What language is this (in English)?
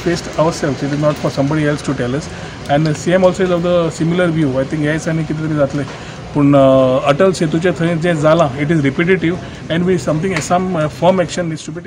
Konkani